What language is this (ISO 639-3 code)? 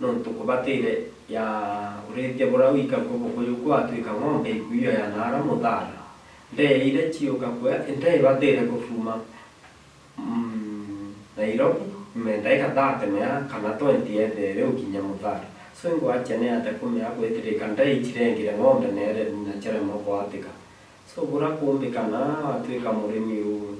mer